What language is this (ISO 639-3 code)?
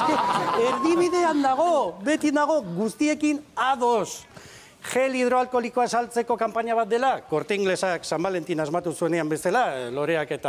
eus